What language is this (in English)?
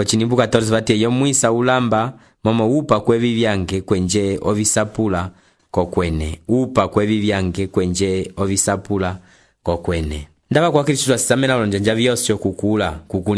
Umbundu